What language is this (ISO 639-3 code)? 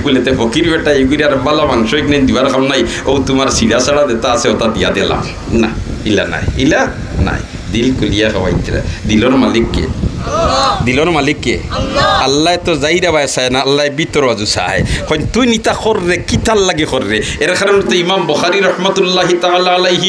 syl